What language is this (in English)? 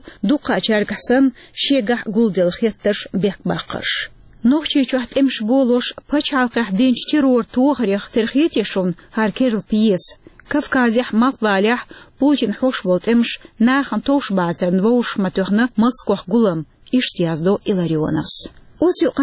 Chechen